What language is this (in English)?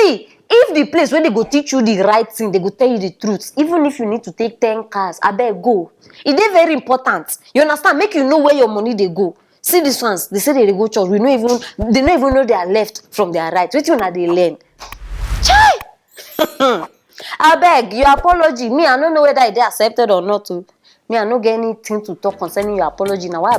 Nigerian Pidgin